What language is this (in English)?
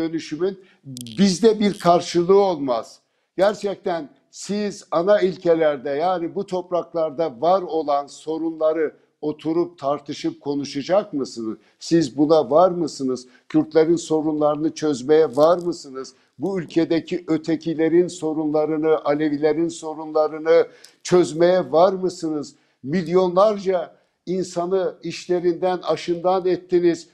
Turkish